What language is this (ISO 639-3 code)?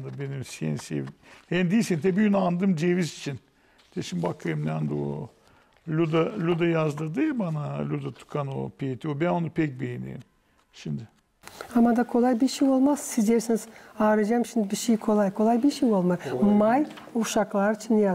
gag